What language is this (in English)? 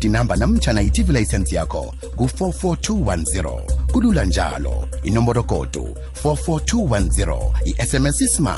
South Ndebele